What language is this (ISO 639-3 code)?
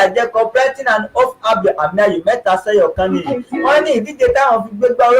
yor